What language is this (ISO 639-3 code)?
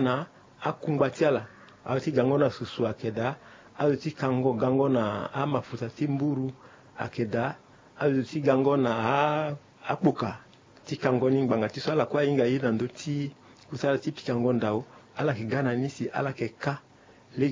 sag